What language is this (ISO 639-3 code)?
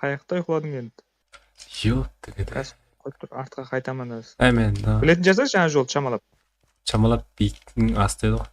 kaa